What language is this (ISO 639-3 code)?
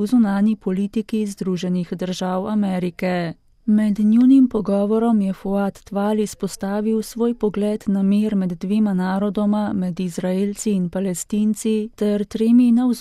slv